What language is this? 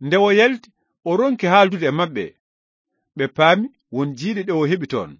Fula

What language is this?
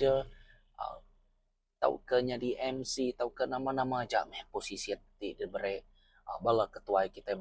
Iban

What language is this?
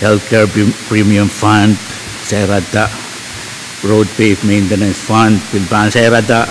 Pohnpeian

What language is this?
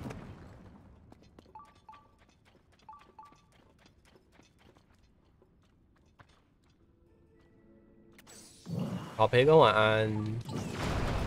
Chinese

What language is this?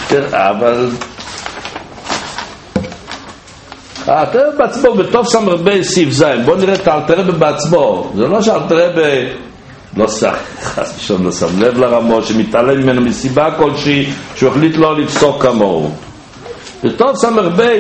Hebrew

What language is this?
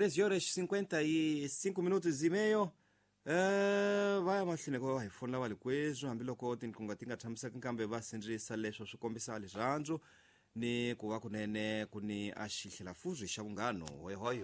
Tsonga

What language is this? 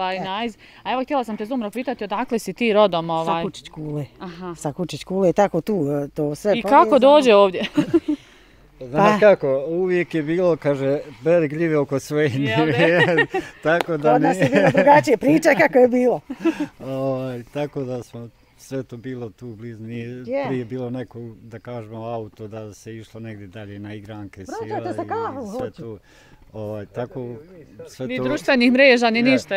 Bosnian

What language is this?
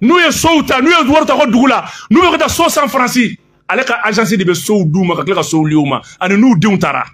Bambara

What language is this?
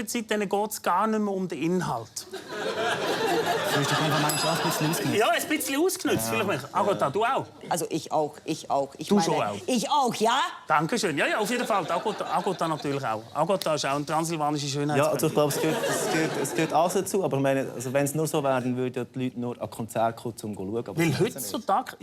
Swiss German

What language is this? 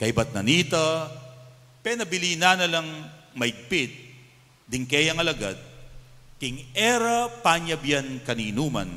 Pampanga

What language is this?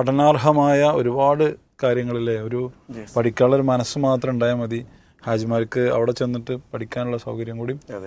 Malayalam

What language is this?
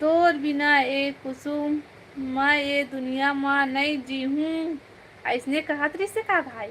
Chhattisgarhi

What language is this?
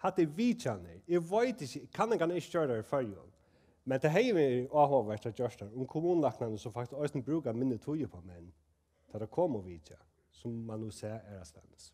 Faroese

